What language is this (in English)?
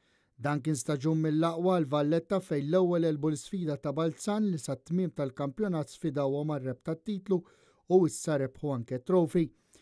Maltese